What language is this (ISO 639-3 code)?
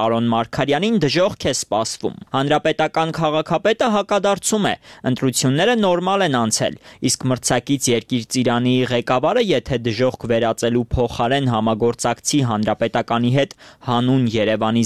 hye